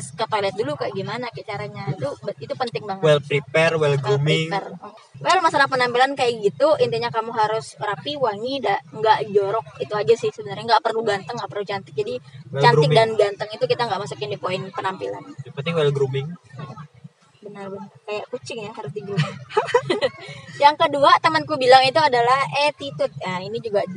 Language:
Indonesian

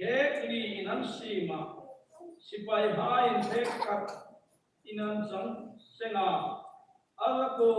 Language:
Hmar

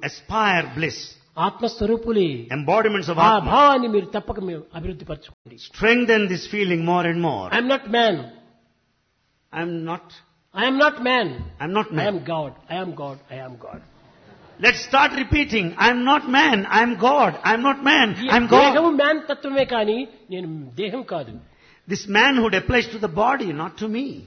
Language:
Telugu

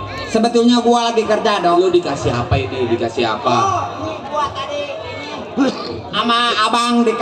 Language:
Betawi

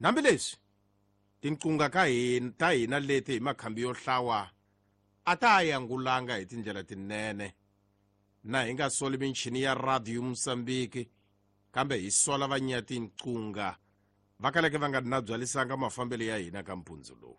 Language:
Tsonga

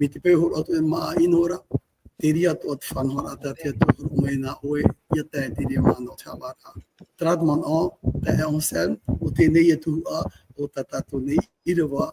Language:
Tahitian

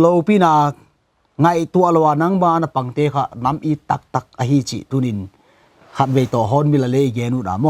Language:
Paite Chin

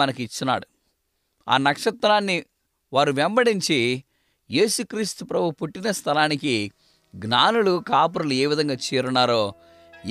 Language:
Telugu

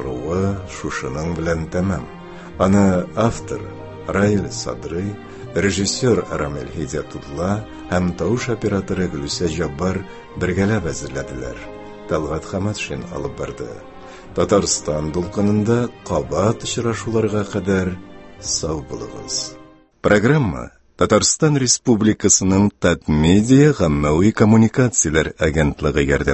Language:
Tatar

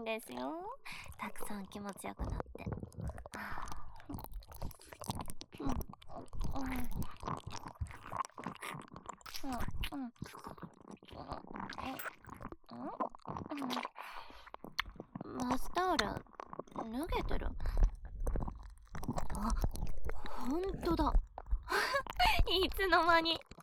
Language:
Japanese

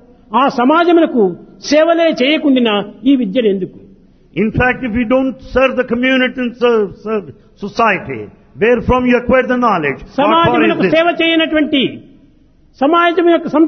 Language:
Telugu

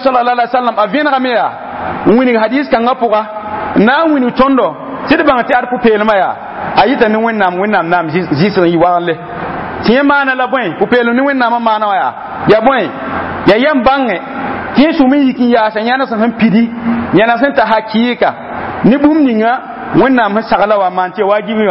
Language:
Mossi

